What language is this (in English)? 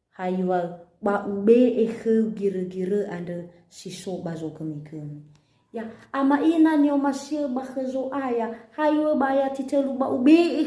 Nias